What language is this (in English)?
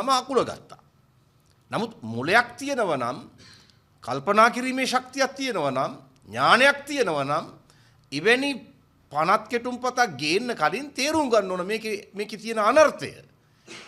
Sinhala